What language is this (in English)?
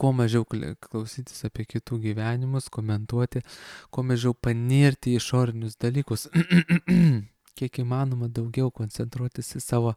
Lithuanian